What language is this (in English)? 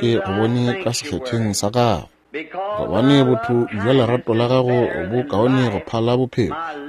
Northern Sotho